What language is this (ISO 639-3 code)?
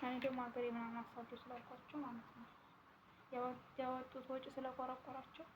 amh